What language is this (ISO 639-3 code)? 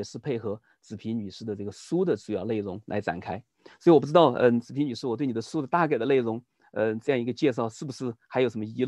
zho